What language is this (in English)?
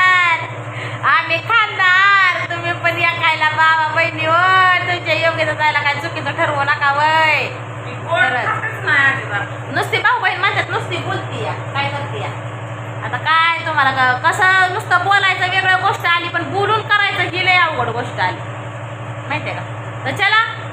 Marathi